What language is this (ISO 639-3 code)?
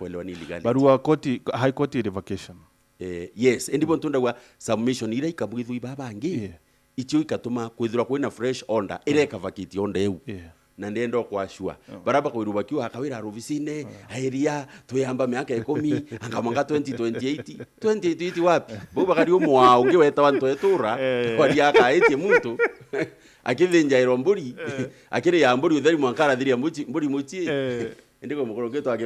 mer